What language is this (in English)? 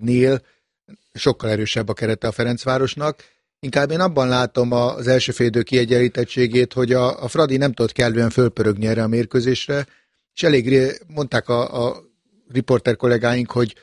Hungarian